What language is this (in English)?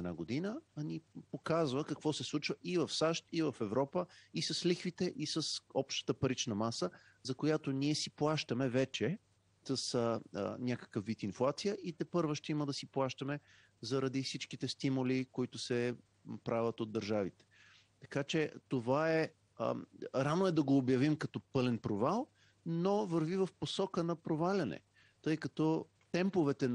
Bulgarian